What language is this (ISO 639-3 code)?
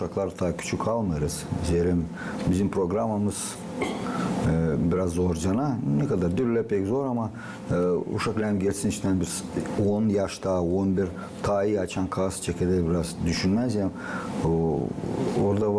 gag